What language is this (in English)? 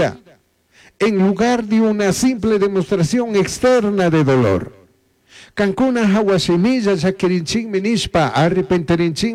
Chimborazo Highland Quichua